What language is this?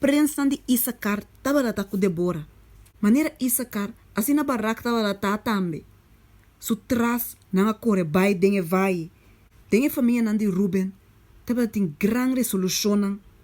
Papiamento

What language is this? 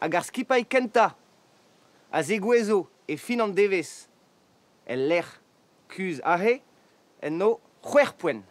Breton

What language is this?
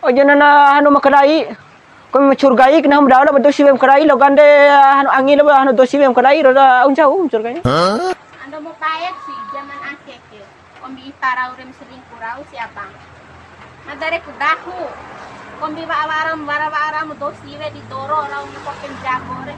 Bima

